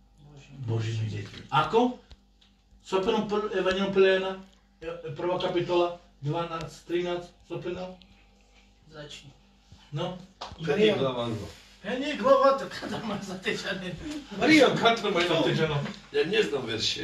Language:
Slovak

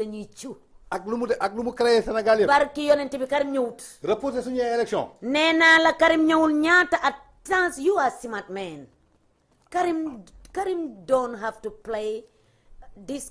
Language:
Wolof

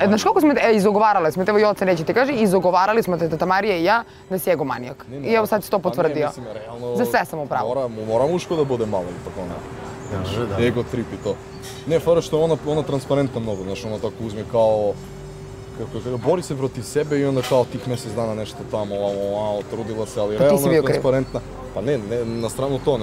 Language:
Serbian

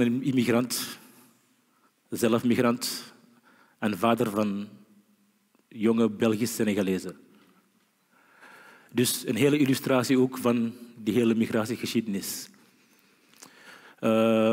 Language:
Dutch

